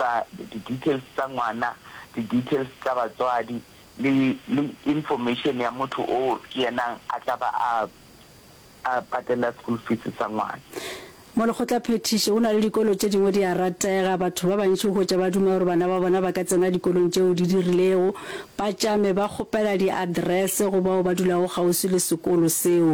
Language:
Northern Sotho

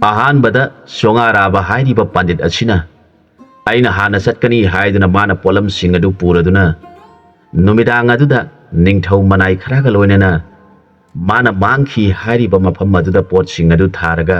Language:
Manipuri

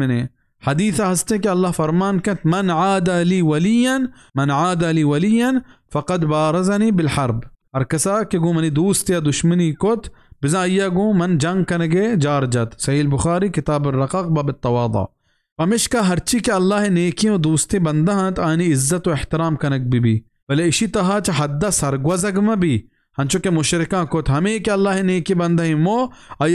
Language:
Baluchi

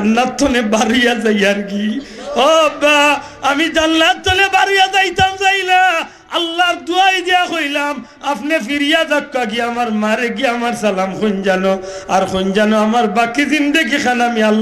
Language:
Sylheti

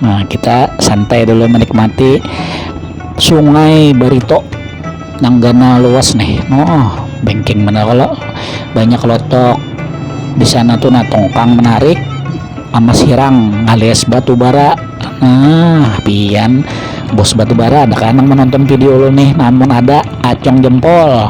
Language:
Banjar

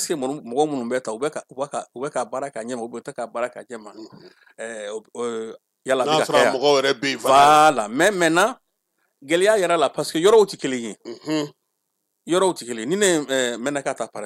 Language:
Bambara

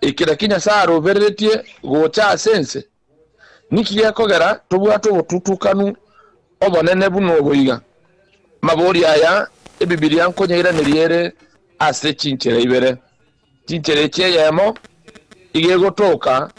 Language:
Gusii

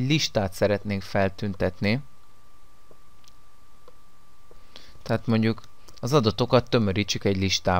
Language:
Hungarian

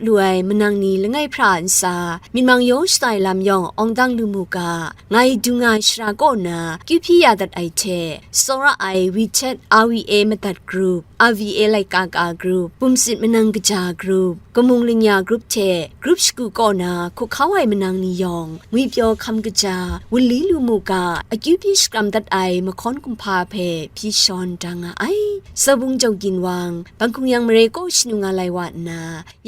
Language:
Kachin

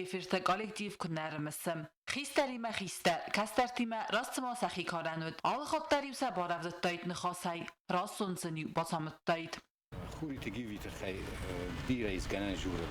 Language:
Ossetic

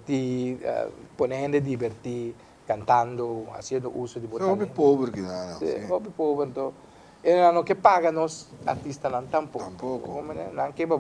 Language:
Papiamento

